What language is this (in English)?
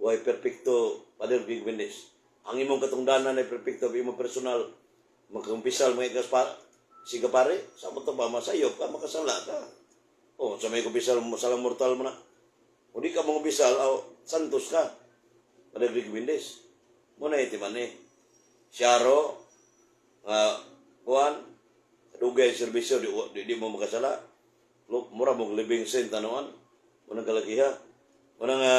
Cebuano